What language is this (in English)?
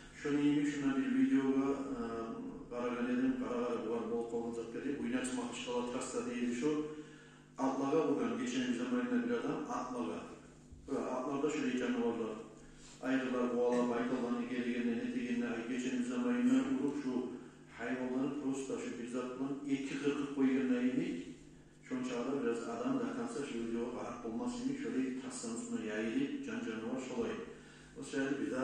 Kumyk